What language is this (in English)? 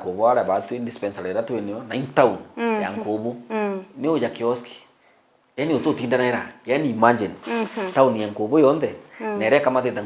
Meru